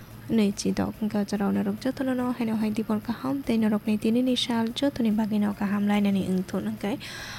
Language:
Kok Borok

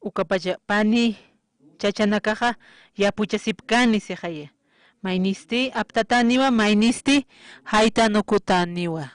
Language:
Aymara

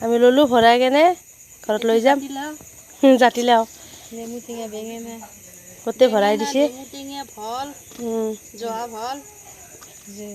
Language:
Assamese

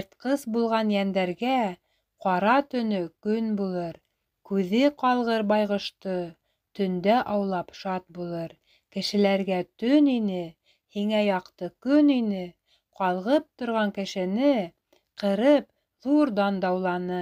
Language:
Bashkir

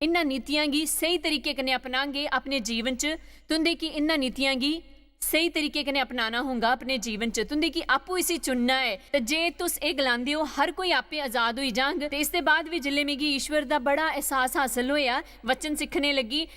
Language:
Dogri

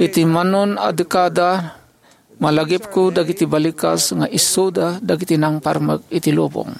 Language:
Iloko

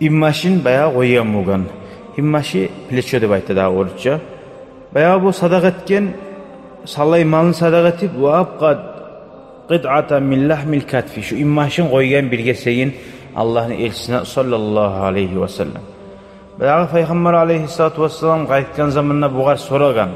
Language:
Kumyk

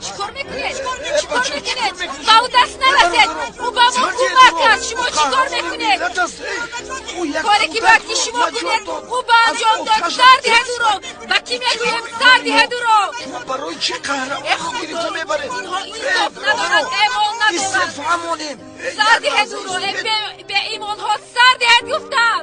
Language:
Tajik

